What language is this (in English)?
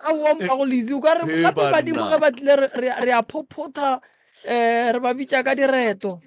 Northern Sotho